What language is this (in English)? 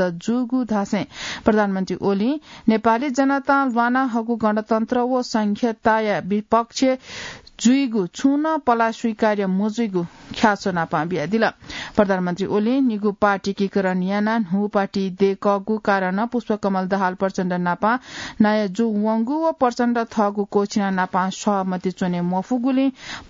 Newari